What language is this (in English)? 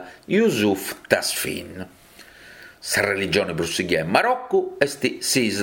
Sardinian